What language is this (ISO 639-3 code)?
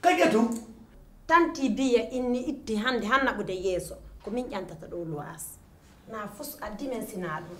fuf